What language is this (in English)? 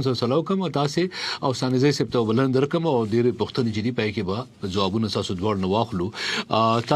Pashto